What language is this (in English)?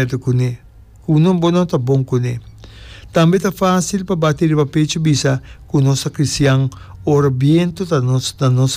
Papiamento